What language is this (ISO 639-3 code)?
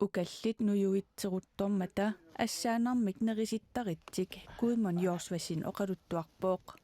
kal